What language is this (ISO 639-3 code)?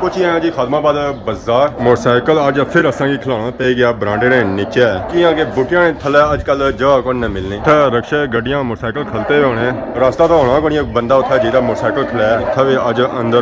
phr